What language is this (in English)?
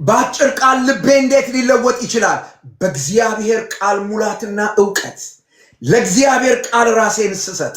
Amharic